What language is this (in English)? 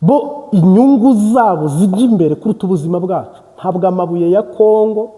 Kinyarwanda